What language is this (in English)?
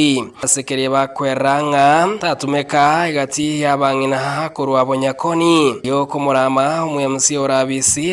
Gusii